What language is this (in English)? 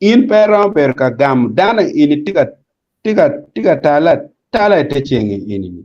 Acoli